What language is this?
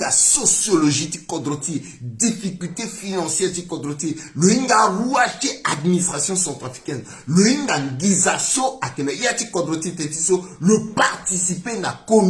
Sango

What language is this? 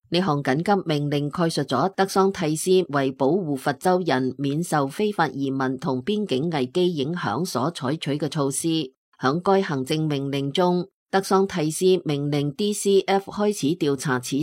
Cantonese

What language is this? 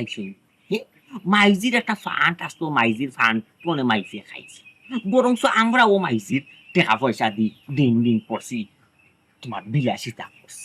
Sylheti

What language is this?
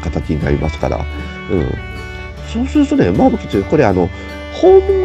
Japanese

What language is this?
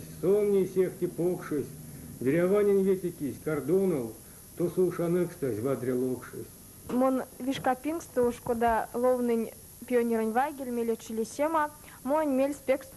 Erzya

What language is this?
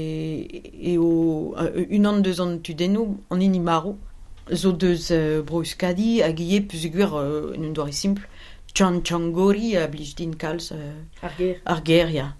Breton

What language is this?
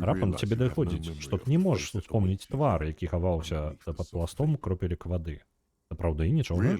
Belarusian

